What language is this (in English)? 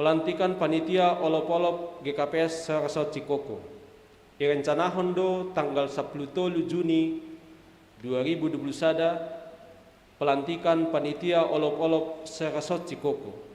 Batak Simalungun